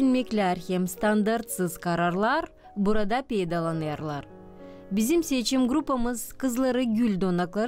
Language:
Gagauz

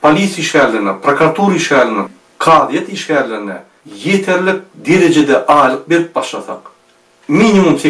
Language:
Turkmen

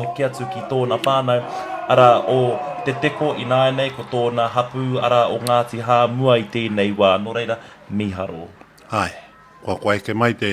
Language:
Māori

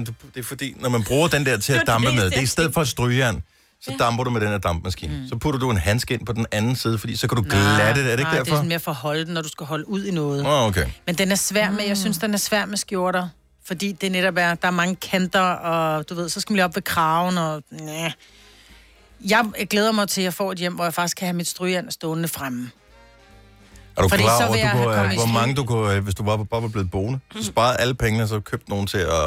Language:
Danish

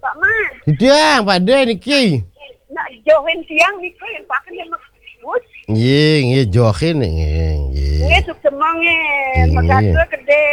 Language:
Balinese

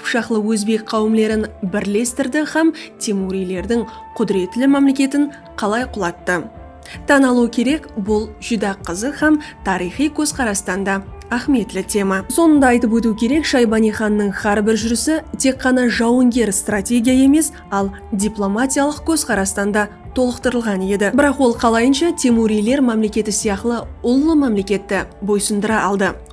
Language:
Kara-Kalpak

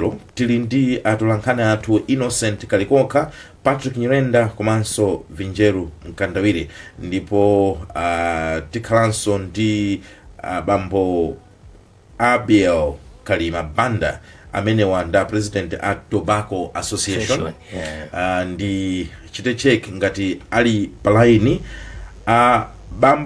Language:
Nyanja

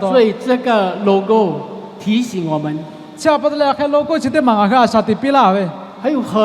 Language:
Lahu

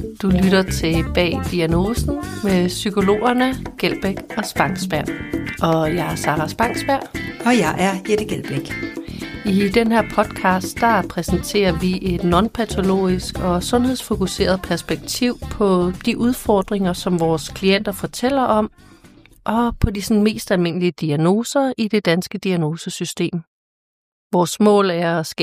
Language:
Danish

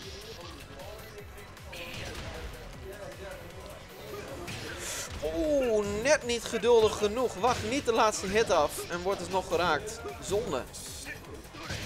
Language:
Dutch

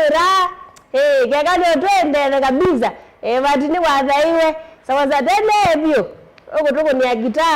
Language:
Kamba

